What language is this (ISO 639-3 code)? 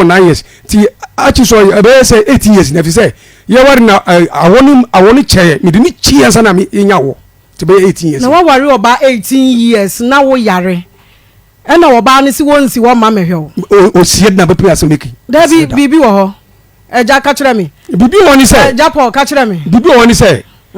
aka